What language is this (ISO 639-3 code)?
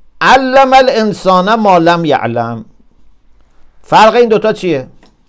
fas